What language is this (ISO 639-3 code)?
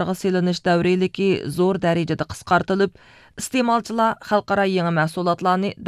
uig